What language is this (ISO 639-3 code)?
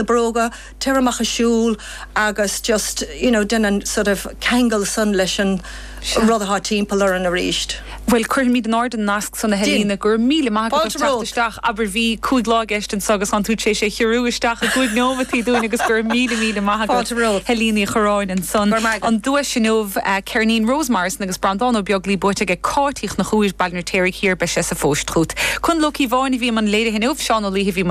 gle